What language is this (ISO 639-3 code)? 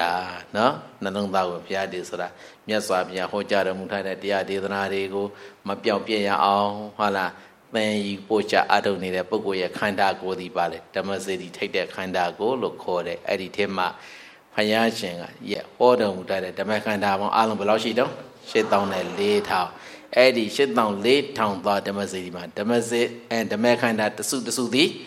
mya